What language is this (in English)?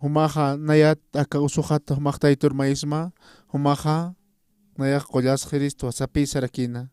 Aymara